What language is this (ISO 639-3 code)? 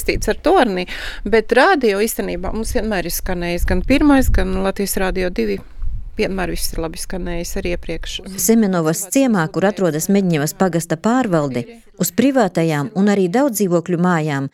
lav